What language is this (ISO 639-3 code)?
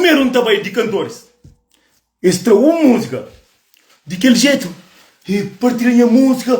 kea